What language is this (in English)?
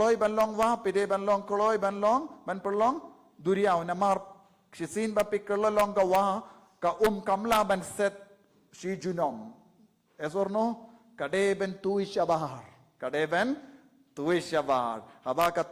Khasi